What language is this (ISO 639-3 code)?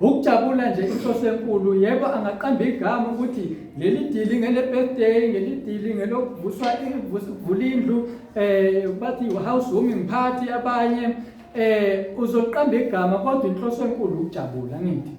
zul